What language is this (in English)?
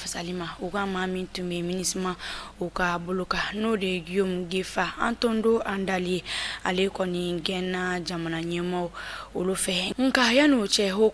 Bambara